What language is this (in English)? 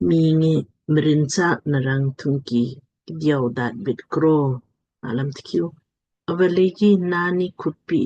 Lamkang